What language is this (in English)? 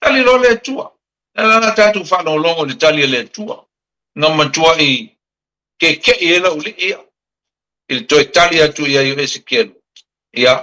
Samoan